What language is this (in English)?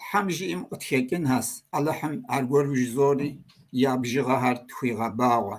Kabardian